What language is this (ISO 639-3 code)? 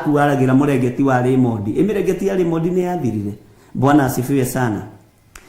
kik